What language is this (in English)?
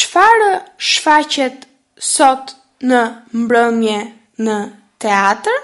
Albanian